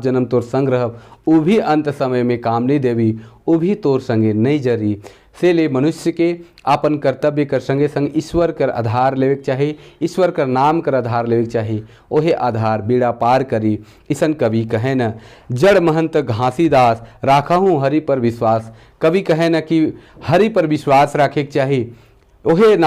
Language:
Sadri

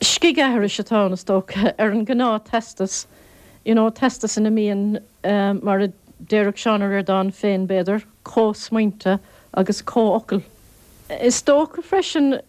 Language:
Irish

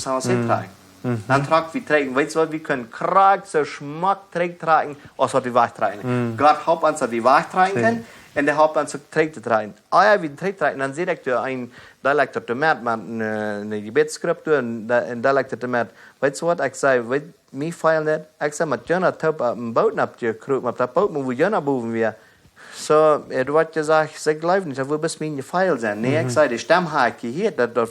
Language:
Plautdietsch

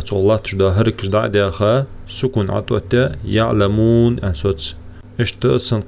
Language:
Ingush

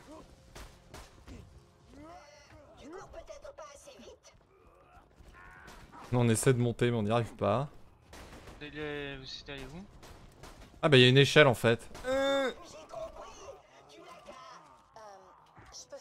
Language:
French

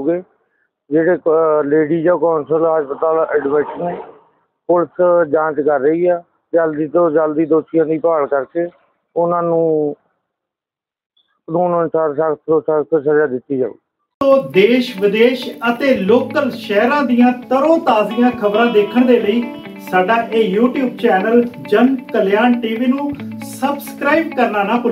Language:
Punjabi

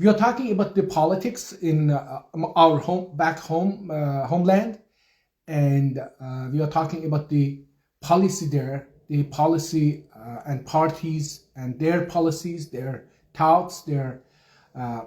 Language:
South Azerbaijani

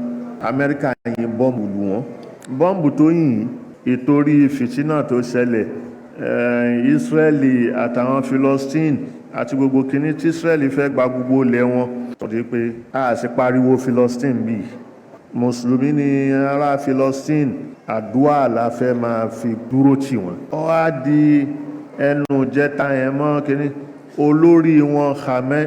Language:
Yoruba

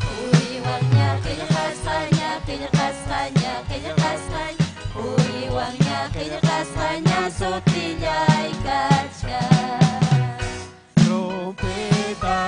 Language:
Ayacucho Quechua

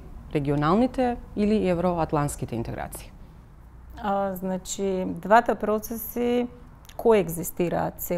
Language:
Macedonian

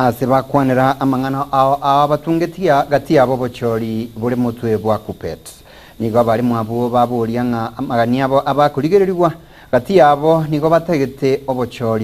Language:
Gusii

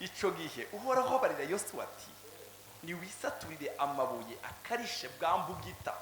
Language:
Rundi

